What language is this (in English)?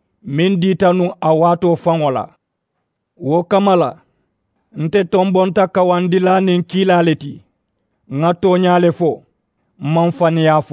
Mandingo